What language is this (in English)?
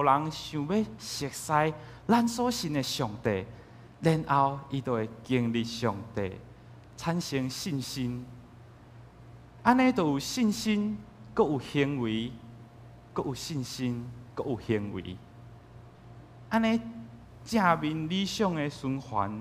Min Nan Chinese